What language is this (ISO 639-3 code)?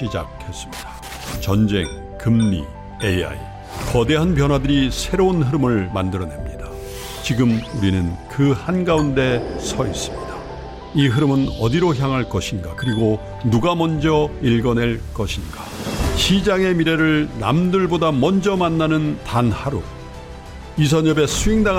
kor